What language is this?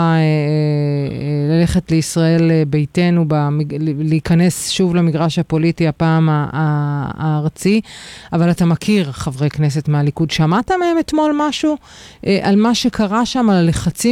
Hebrew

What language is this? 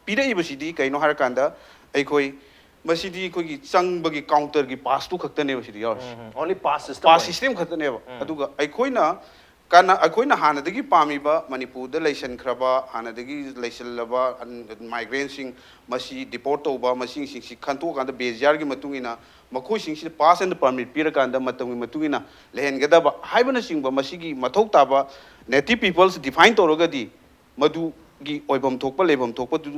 Manipuri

